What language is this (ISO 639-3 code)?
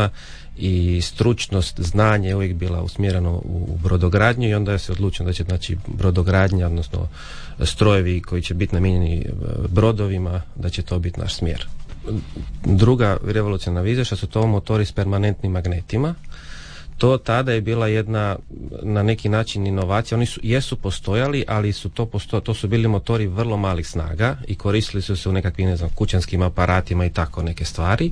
hrv